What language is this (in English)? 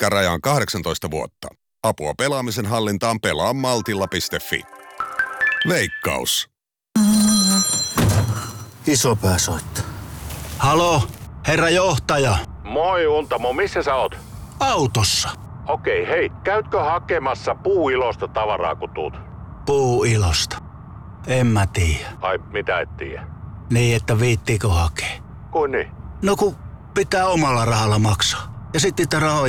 Finnish